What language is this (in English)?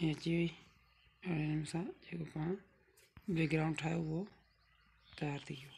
Sindhi